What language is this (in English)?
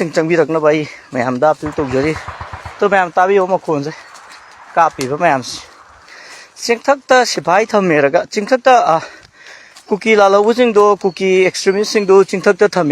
Manipuri